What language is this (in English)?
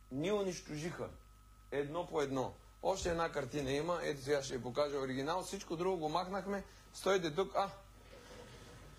Bulgarian